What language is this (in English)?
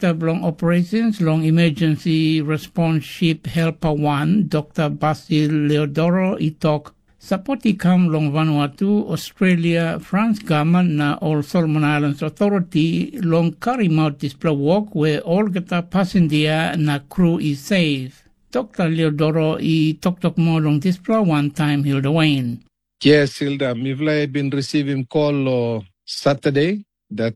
Tok Pisin